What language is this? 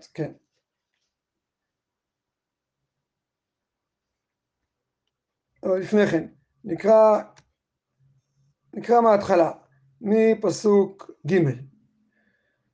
Hebrew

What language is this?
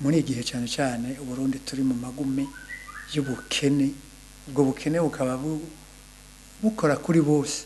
Rundi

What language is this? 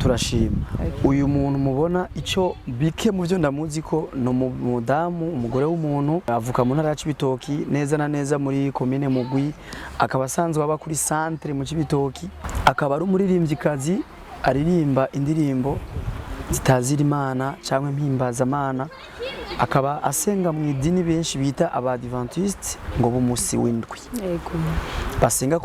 Rundi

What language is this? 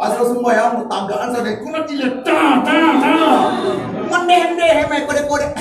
Minangkabau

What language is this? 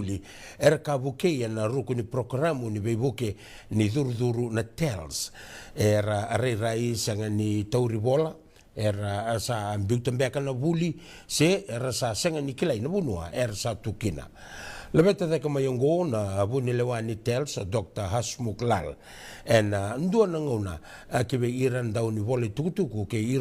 Fijian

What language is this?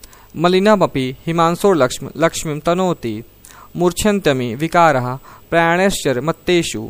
Sanskrit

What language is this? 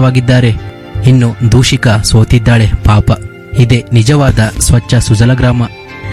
Kannada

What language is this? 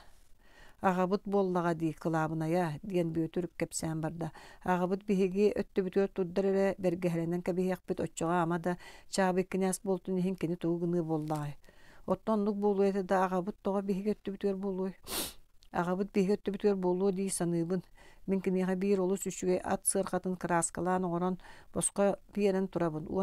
Yakut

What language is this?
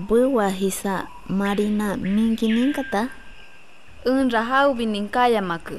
Shipibo-Conibo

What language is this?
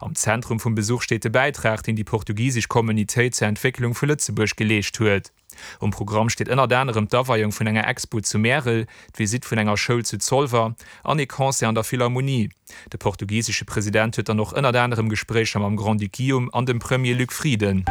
Luxembourgish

